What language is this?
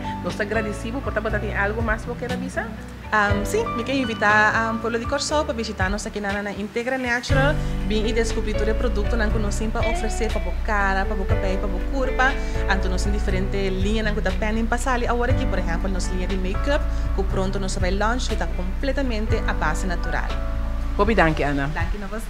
Papiamento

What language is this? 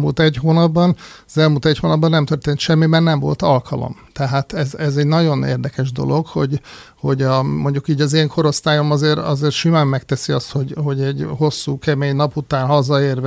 Hungarian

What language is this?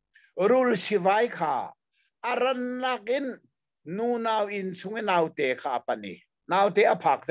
Hakha Chin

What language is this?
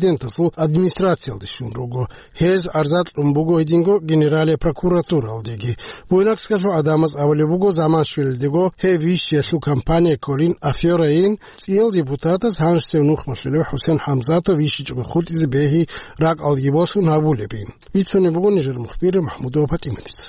Avaric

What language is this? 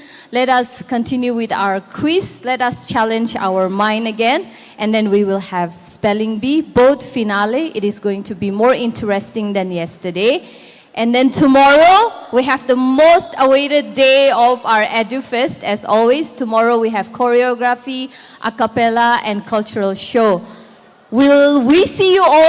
Tangkhul Naga (India)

